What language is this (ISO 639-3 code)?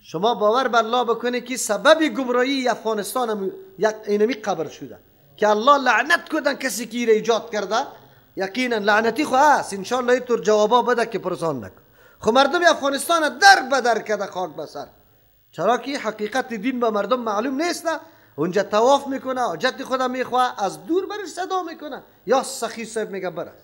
fas